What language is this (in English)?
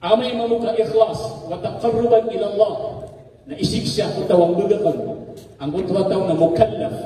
Maranao